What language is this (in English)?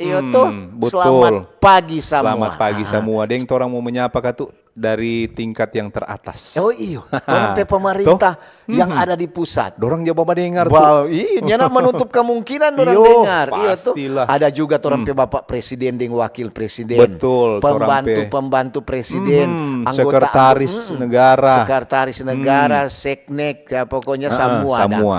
Manado Malay